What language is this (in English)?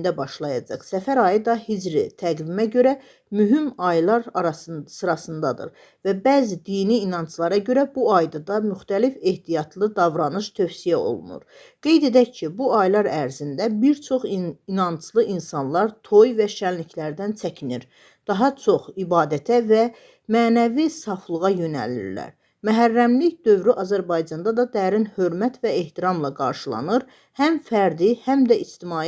Azerbaijani